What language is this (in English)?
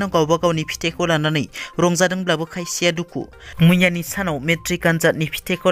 Bodo